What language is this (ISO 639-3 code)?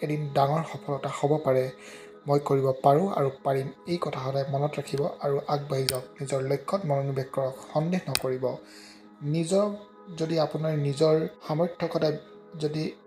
asm